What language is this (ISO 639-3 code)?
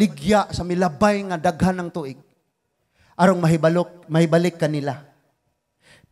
ceb